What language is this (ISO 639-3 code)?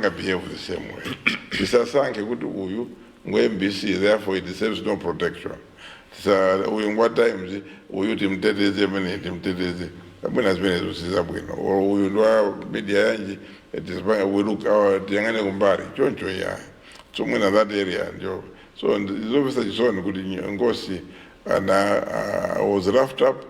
nya